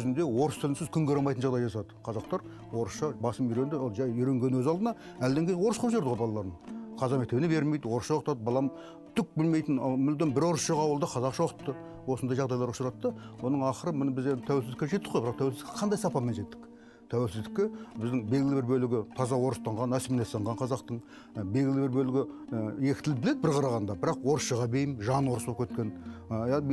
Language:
Kazakh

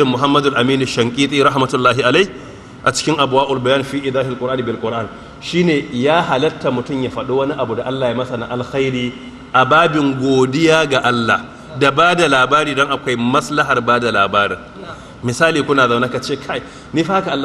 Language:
Hausa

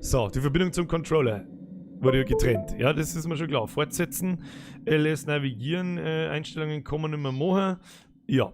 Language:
Bavarian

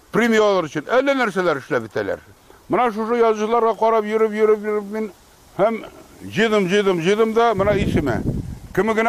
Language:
Tatar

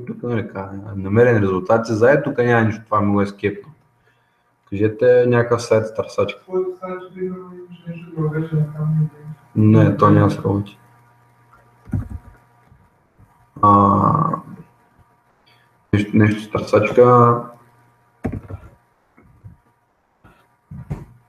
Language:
Bulgarian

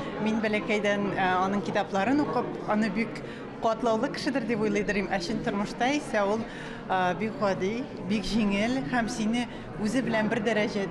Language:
Tatar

